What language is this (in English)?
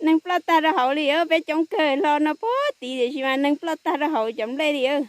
Hmong